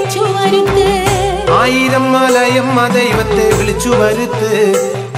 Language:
Malayalam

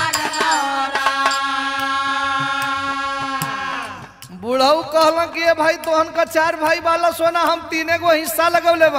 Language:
Bhojpuri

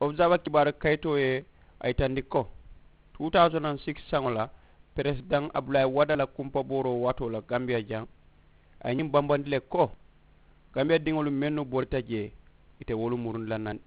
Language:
Mandingo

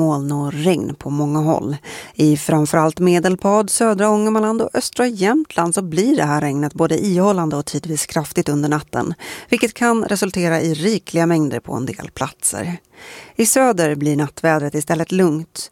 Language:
Swedish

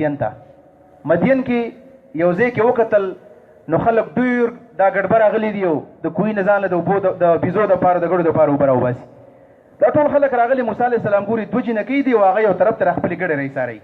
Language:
Pashto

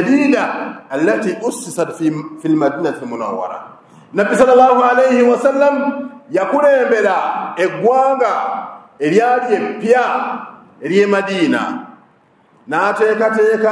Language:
Ganda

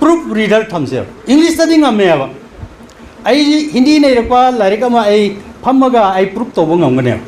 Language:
Manipuri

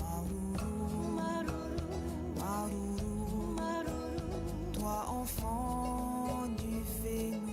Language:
Tahitian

